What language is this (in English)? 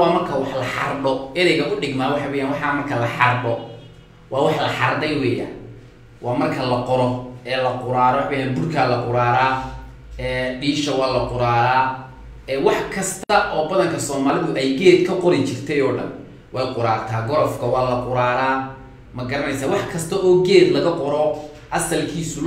Somali